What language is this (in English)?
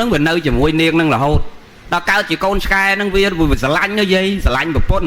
Khmer